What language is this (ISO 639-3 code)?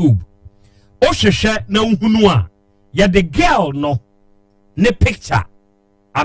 aka